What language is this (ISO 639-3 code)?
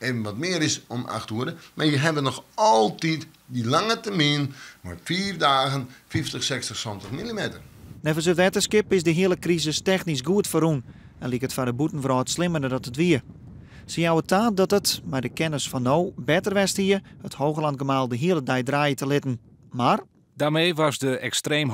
fry